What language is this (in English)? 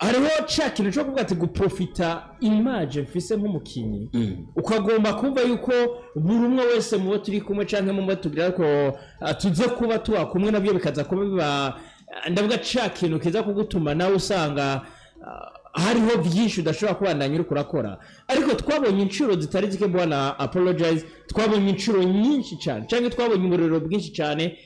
Rundi